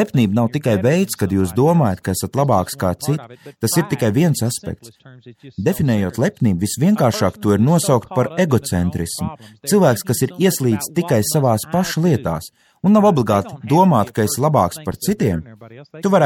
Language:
Latvian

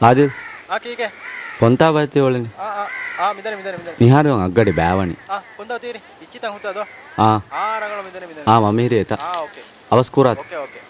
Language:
Divehi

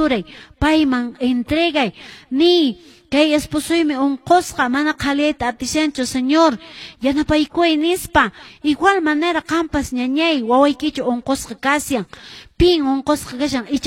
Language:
Quechua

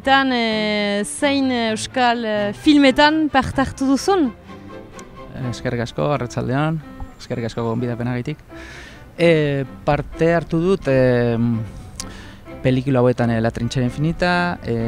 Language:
Basque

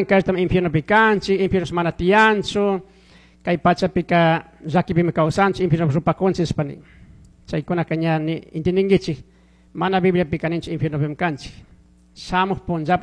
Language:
Chimborazo Highland Quichua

